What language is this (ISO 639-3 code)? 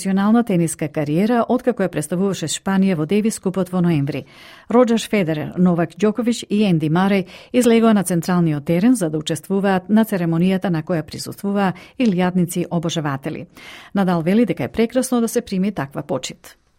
mkd